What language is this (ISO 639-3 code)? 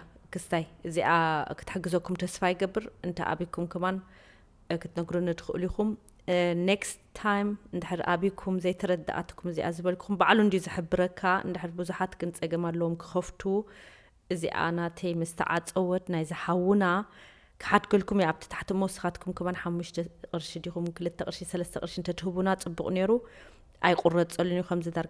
tir